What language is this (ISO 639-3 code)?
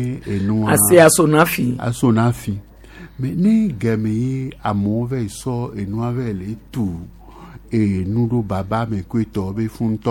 gej